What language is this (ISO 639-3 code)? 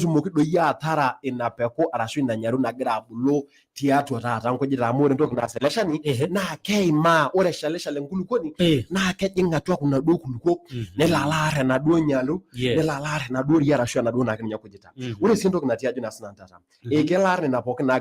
mas